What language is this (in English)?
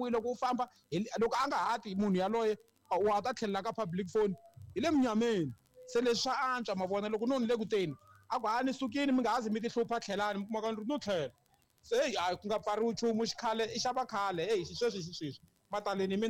Tsonga